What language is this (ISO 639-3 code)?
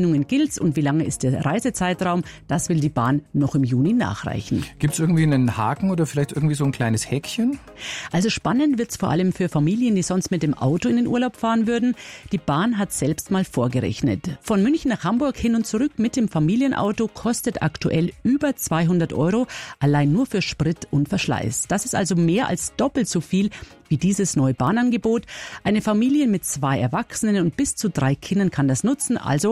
deu